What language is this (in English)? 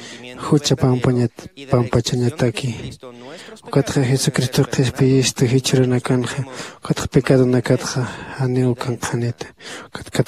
Aymara